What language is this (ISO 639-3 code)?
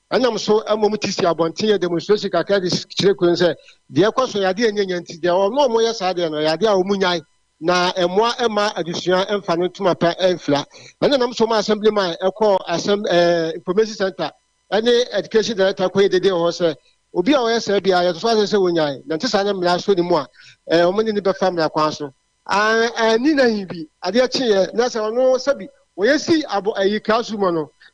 aka